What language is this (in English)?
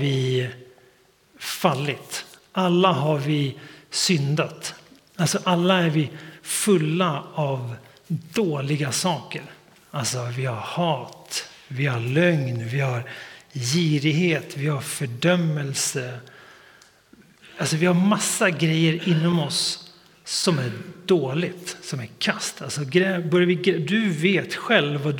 Swedish